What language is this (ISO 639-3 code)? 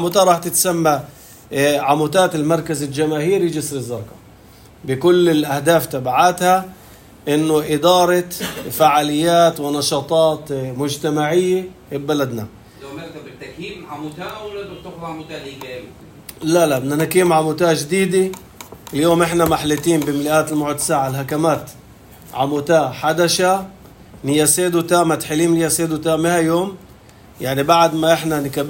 apc